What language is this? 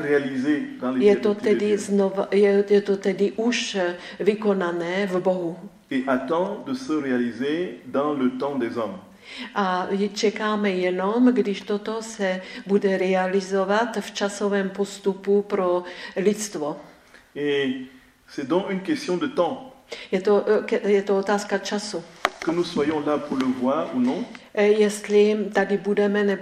Czech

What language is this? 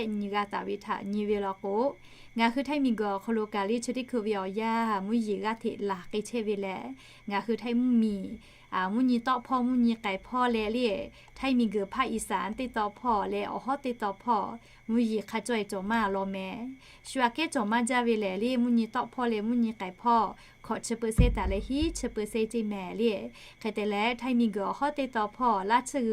Lahu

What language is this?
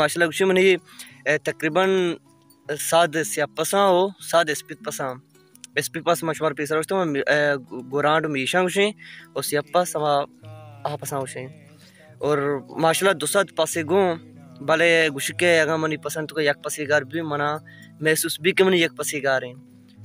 Baluchi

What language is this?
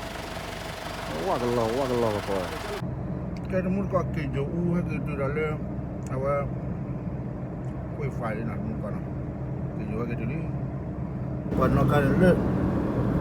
S'gaw Karen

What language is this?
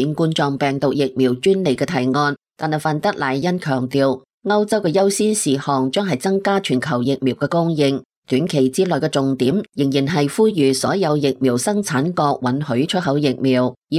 Cantonese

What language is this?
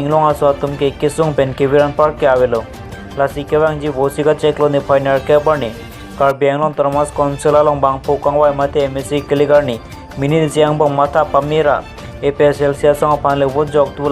Karbi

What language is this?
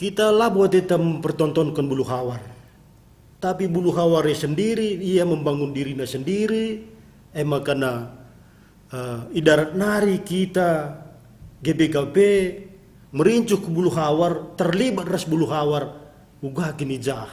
Batak Karo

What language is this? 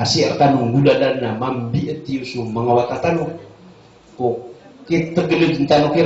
Maranao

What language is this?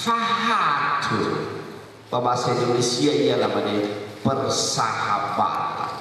Nias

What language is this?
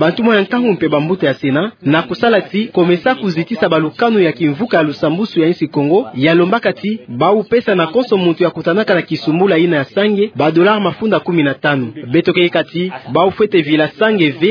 Kituba (Democratic Republic of Congo)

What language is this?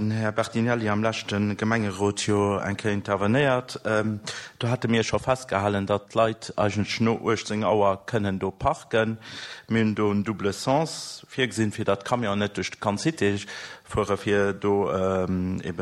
Luxembourgish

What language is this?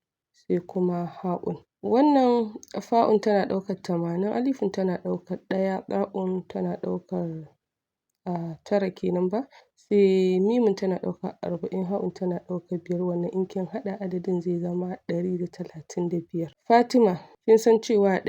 Hausa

